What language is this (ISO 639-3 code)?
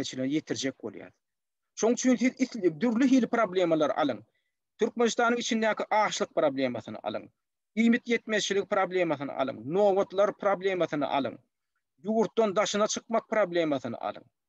tuk